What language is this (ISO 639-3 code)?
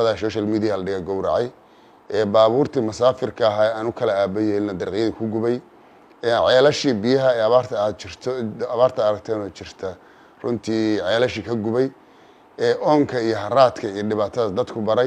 som